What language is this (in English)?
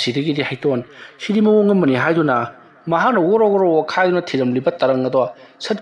Manipuri